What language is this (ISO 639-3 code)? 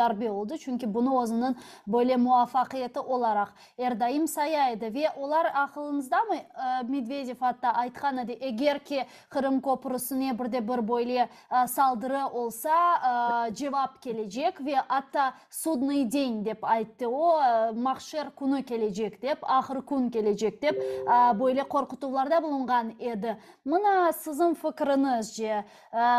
crh